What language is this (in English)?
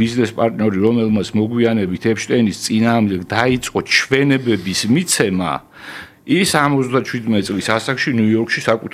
Georgian